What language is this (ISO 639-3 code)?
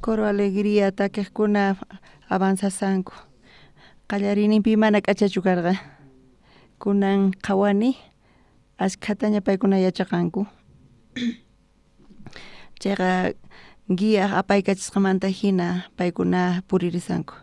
quh